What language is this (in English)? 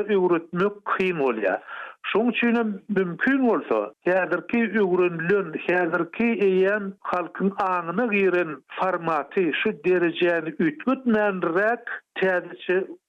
Turkmen